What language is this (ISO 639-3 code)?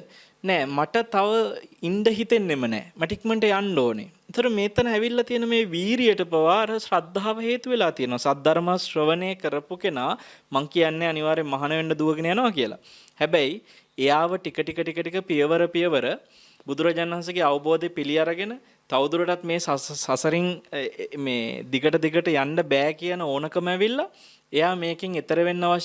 sin